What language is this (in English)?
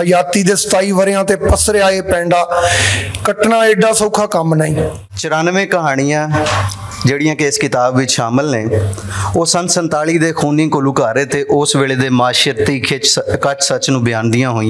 Western Panjabi